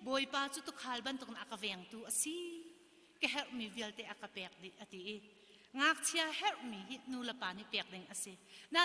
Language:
Hakha Chin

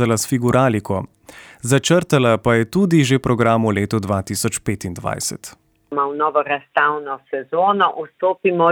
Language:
Slovenian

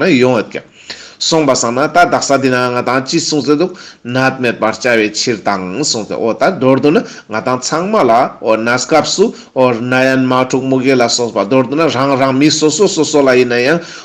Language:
Ladakhi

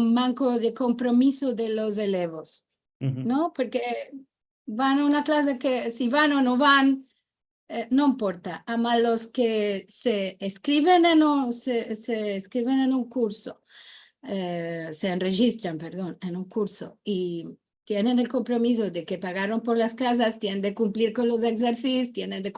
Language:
Ladino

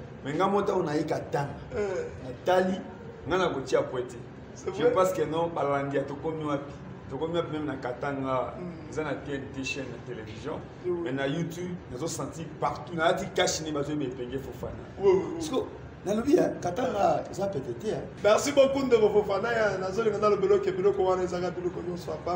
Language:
Lingala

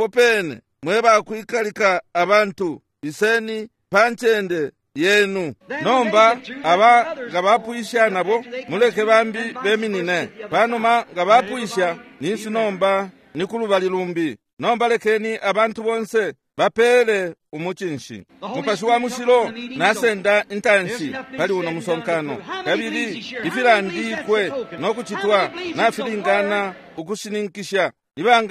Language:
Bemba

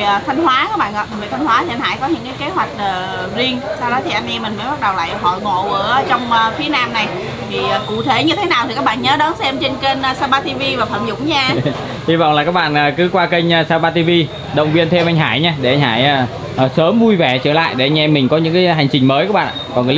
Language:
Vietnamese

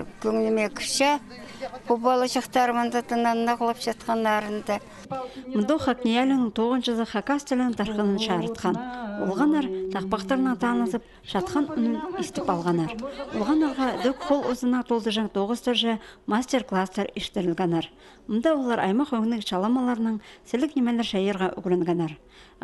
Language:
Khakas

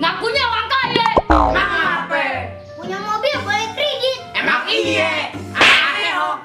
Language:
Betawi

